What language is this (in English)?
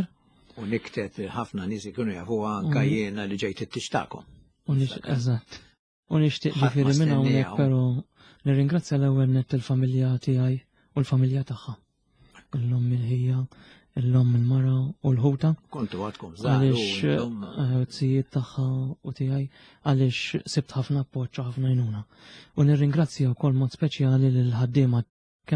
Maltese